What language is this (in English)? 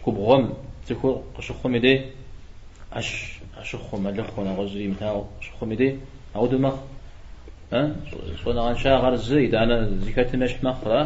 Kabardian